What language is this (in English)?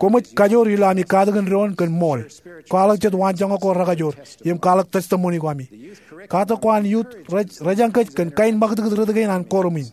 Marshallese